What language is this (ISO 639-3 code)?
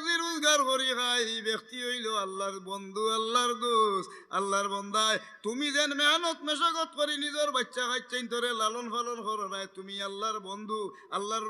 syl